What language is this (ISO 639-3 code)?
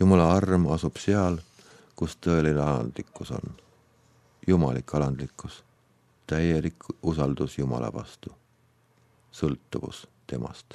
est